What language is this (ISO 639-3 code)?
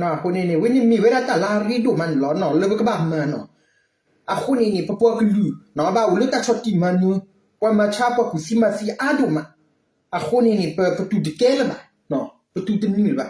ksw